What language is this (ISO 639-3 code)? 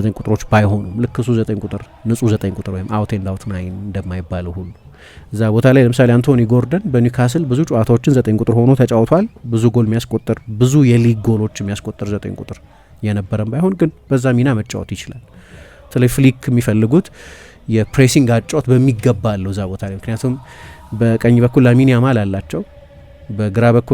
amh